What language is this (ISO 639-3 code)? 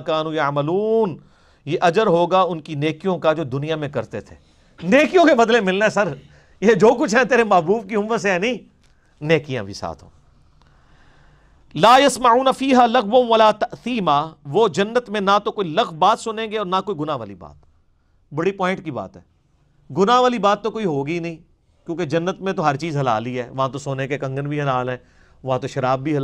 urd